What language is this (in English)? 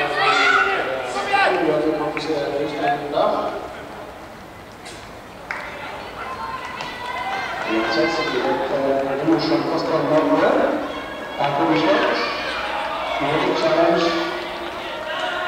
Norwegian